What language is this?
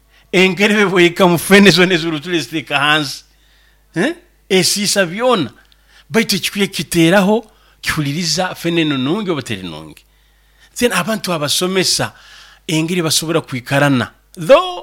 Nyoro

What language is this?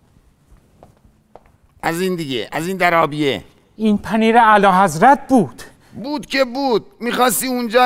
Persian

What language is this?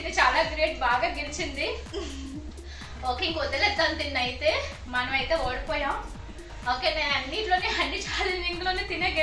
Telugu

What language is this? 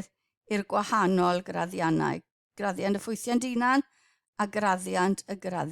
Welsh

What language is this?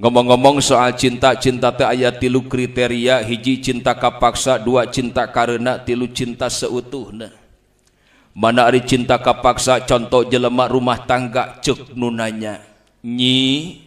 Sundanese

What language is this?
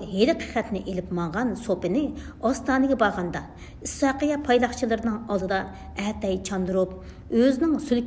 Uyghur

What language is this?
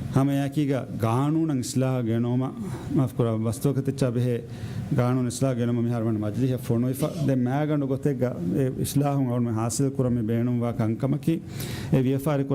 Divehi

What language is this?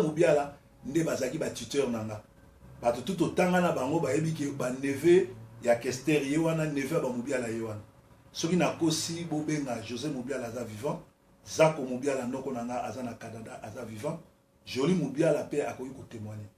Lingala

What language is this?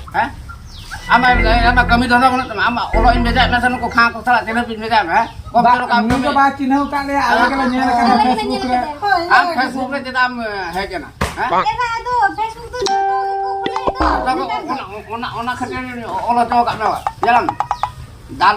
Santali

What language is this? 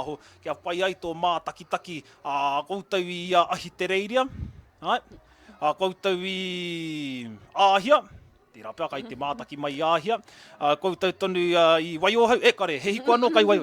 Māori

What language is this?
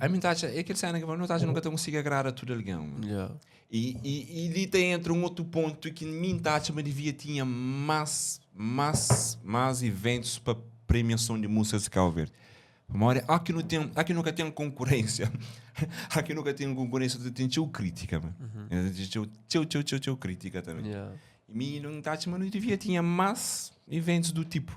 Kabuverdianu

